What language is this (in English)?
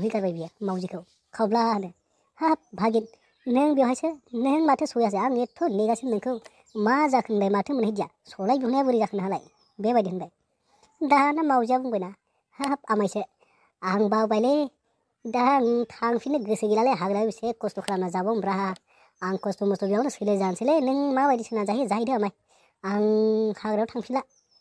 Bodo